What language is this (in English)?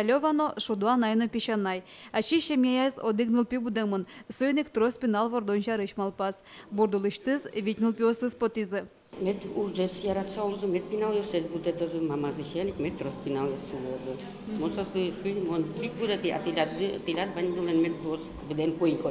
Udmurt